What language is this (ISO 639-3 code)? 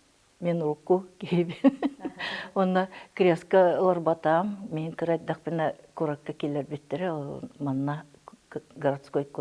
sah